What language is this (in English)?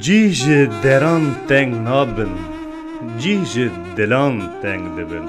Kurdish